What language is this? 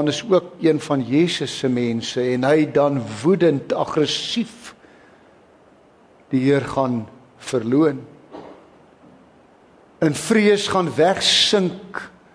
Afrikaans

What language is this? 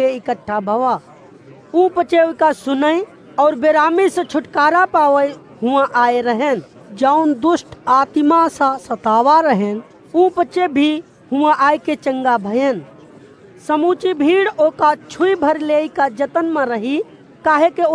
Awadhi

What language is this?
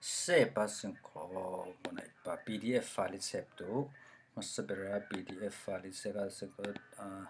Falam Chin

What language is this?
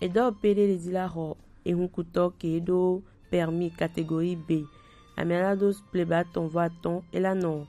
Gen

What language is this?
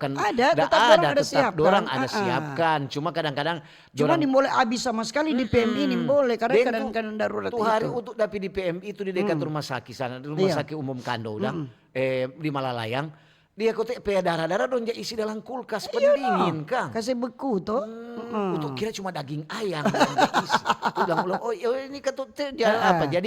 Manado Malay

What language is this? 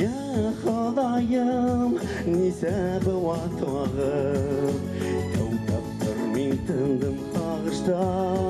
Bashkir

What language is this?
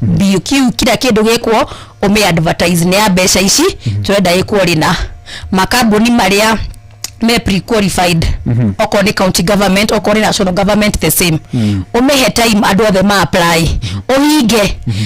Kikuyu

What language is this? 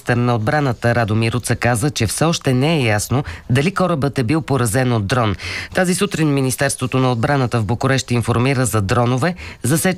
Bulgarian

